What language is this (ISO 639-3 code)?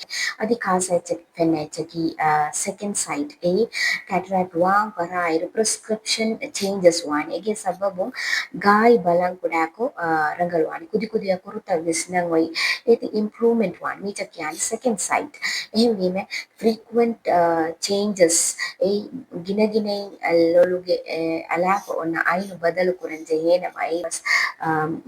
div